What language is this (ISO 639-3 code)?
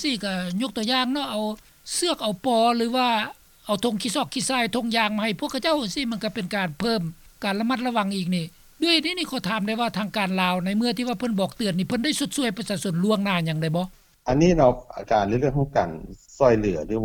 lao